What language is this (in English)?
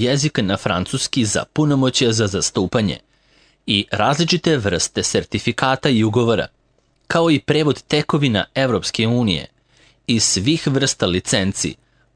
Serbian